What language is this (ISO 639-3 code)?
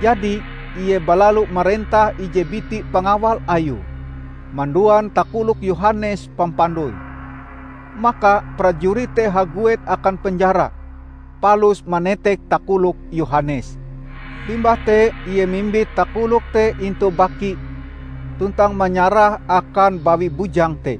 nij